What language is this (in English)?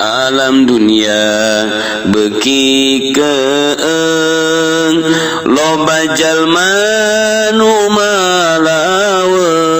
Sundanese